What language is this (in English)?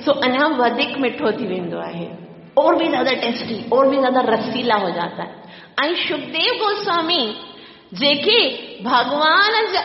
Sindhi